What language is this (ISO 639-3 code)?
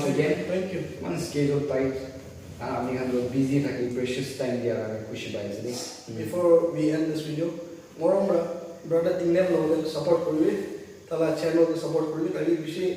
nag